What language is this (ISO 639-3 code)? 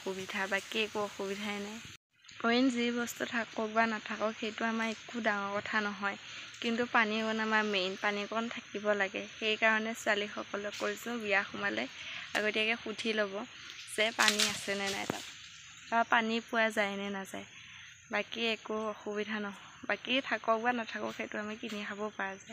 asm